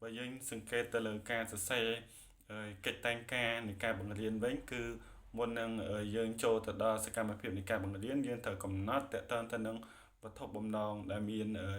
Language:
Khmer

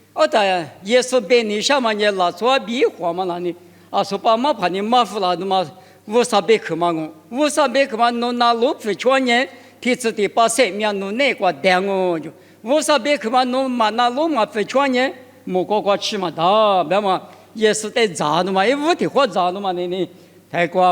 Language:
Lisu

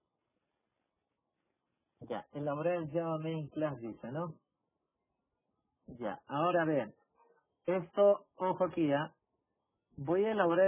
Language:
Spanish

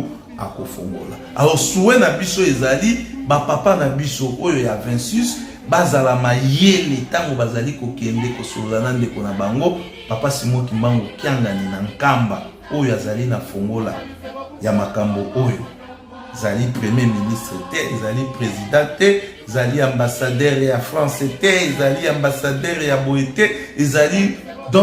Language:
Lingala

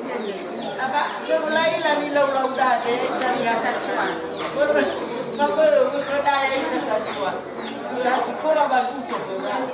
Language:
Nias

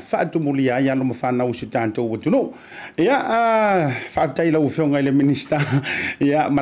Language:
Samoan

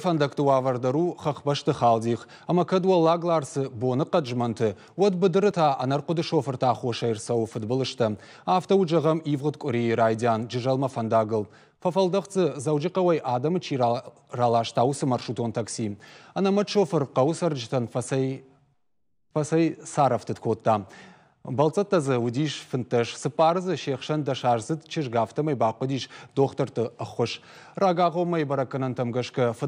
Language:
Ossetic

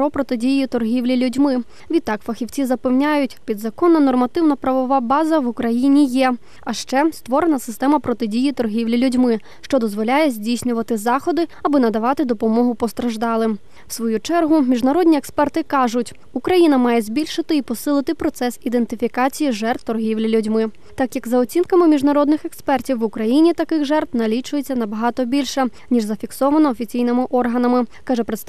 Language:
Ukrainian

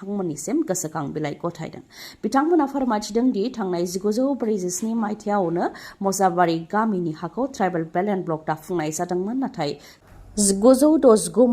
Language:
Bodo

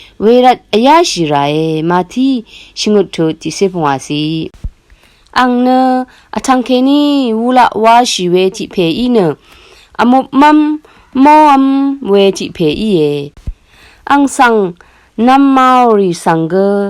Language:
Rawang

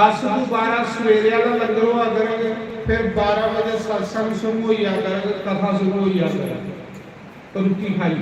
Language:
Dogri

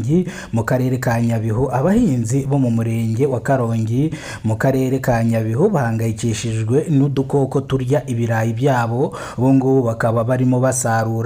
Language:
Kinyarwanda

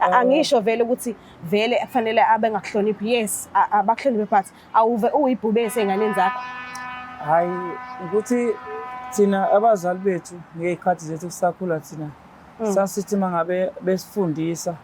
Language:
Zulu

